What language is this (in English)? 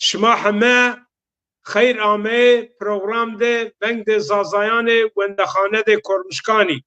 Zaza